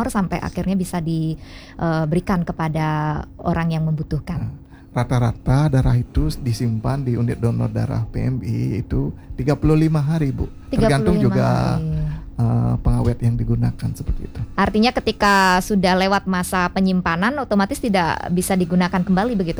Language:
Indonesian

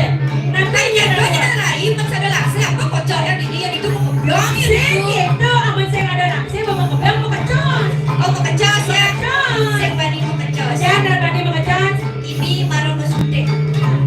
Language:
Balinese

